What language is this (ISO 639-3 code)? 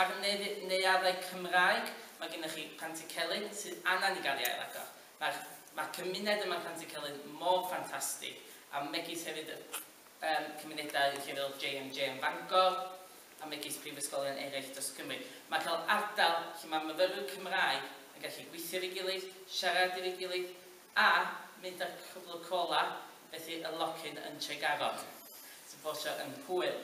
cym